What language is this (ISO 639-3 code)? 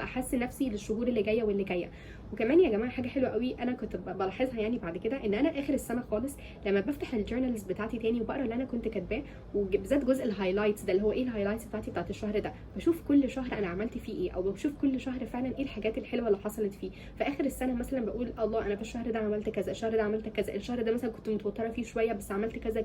arz